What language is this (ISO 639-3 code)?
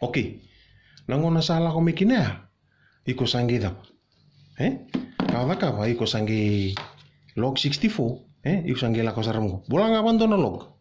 fij